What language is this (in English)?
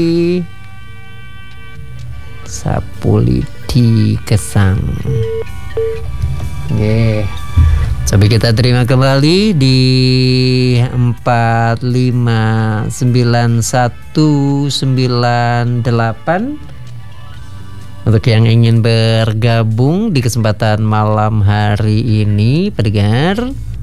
Indonesian